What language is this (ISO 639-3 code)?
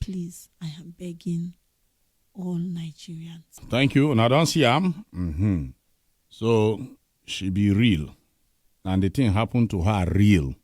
pcm